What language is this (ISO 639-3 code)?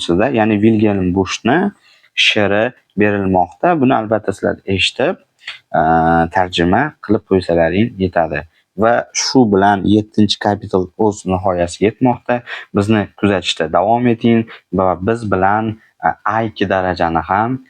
uzb